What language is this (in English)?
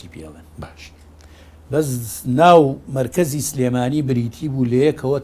Central Kurdish